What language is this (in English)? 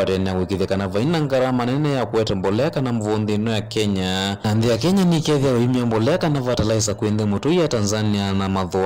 Kamba